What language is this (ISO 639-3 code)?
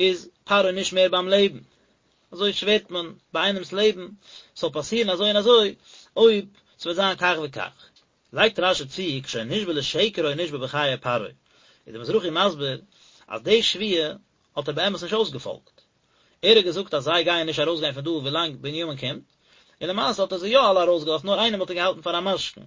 yid